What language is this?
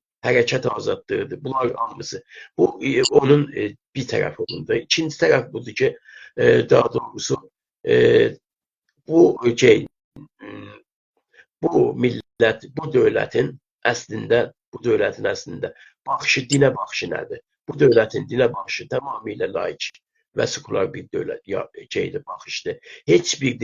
South Azerbaijani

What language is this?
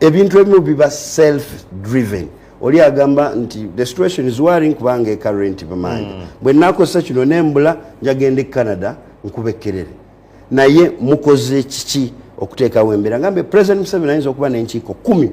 Ganda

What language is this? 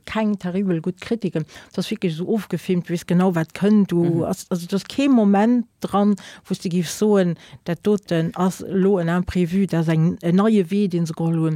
Luxembourgish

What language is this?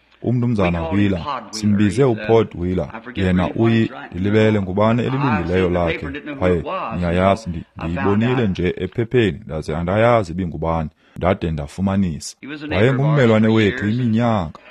Xhosa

